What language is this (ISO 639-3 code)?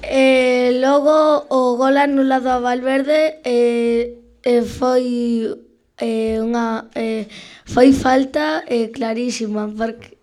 glg